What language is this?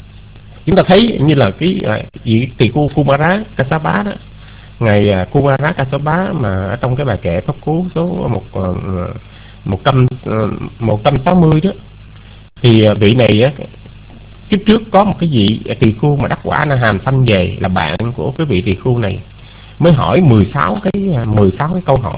Vietnamese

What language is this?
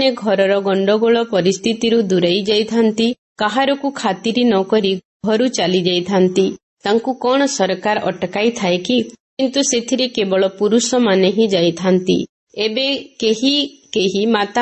Odia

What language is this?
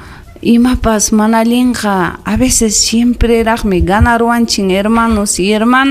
Ayacucho Quechua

